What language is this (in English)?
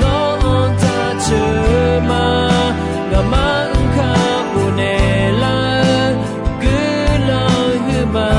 Akha